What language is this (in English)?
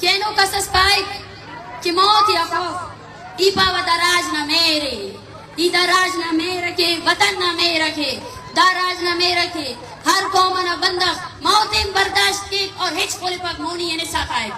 Brahui